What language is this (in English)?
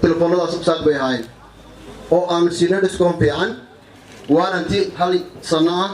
Somali